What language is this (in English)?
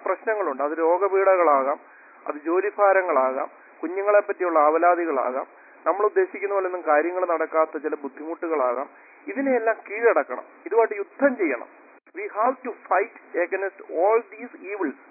Malayalam